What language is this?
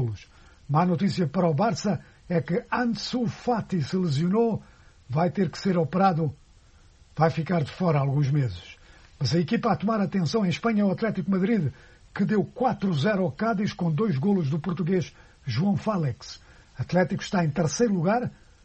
Portuguese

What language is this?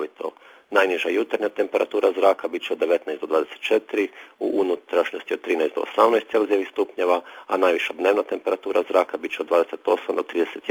Croatian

